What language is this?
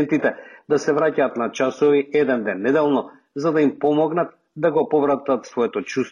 Macedonian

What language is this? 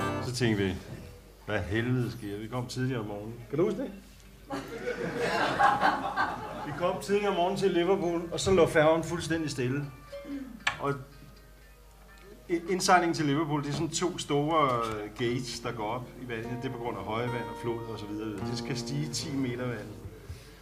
Danish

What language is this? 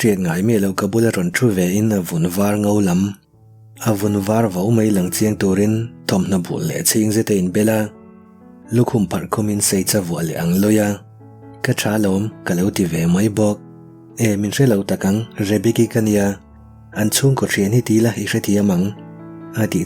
Mizo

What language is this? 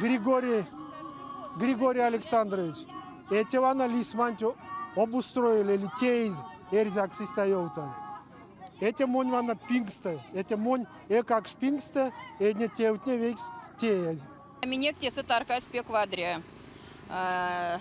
Erzya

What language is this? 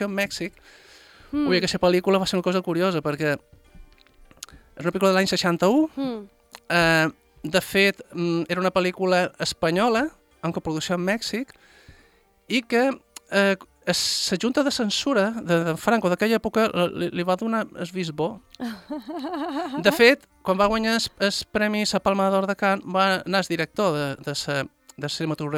Catalan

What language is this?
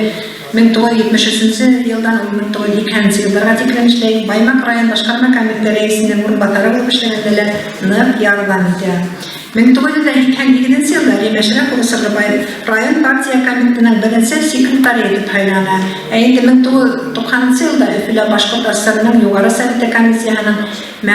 Bashkir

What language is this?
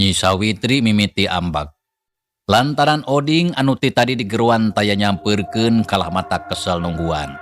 Sundanese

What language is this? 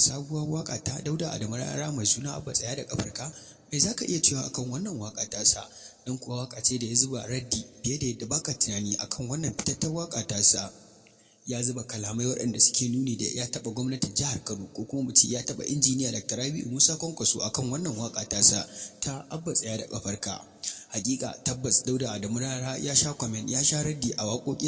Hausa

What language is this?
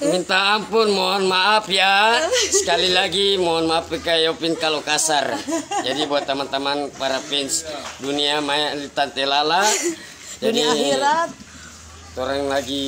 Manado Malay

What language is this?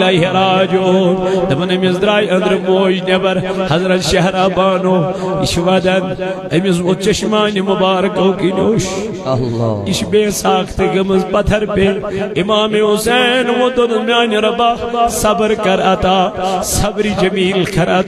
Kashmiri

